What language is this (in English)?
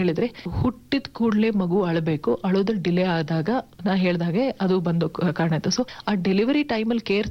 Kannada